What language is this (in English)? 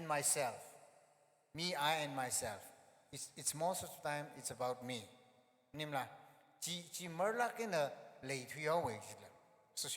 Tangkhul Naga (India)